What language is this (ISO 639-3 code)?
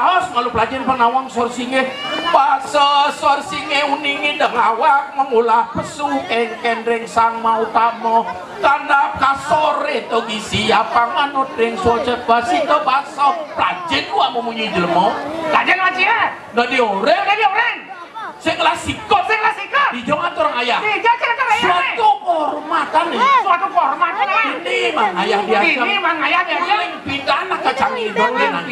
ban